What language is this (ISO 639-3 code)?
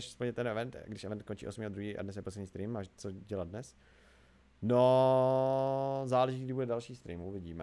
ces